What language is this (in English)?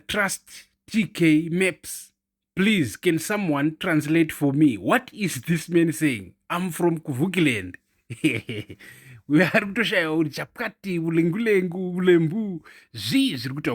Shona